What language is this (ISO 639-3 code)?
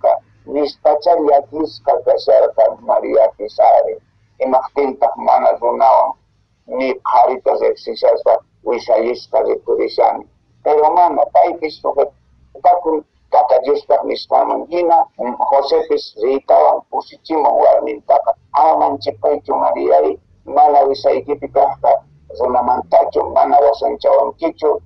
que